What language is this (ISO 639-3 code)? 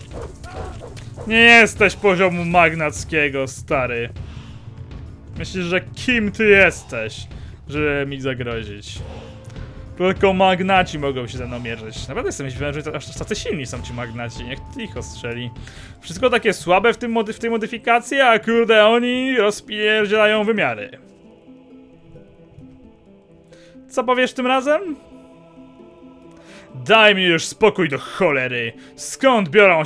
pol